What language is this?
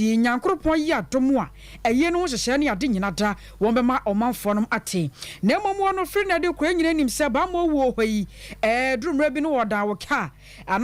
Akan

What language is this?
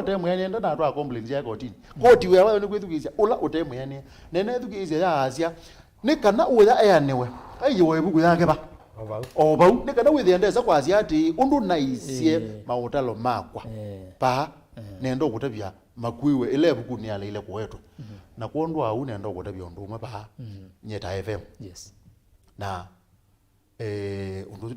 Kamba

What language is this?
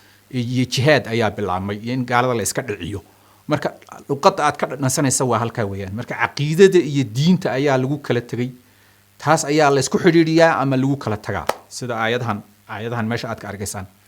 Somali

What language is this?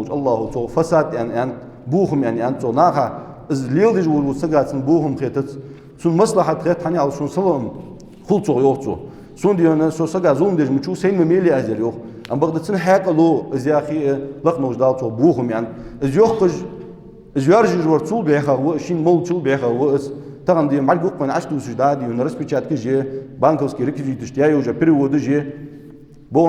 Ingush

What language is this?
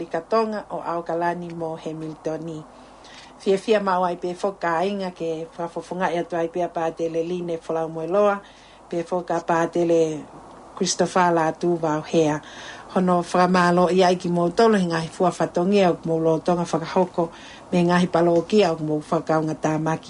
Tongan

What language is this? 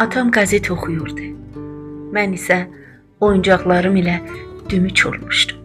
South Azerbaijani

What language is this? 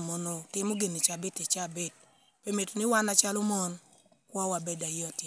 Lango (Uganda)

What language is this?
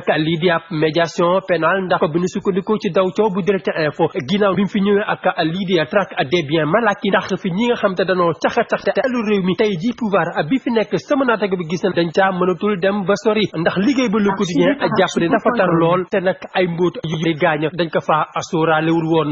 Wolof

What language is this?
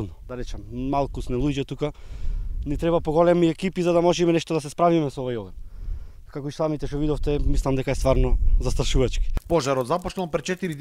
Macedonian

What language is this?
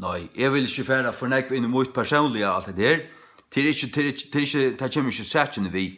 Faroese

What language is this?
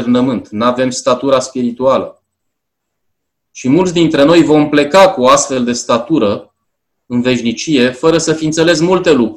Romanian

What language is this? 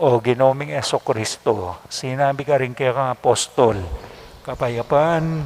Pampanga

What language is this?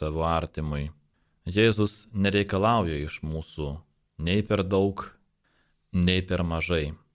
Lithuanian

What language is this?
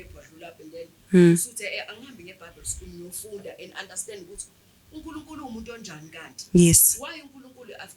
Zulu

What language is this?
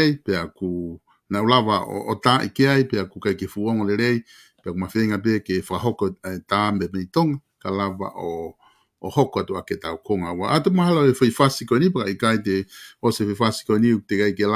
Tongan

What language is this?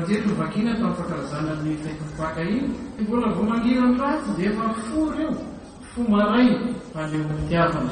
Malagasy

